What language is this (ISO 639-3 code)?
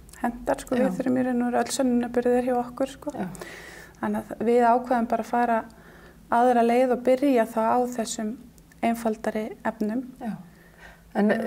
isl